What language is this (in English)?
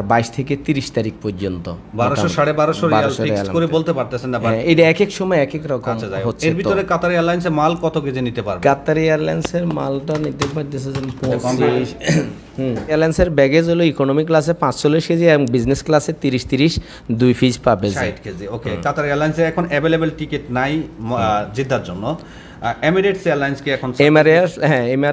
Bangla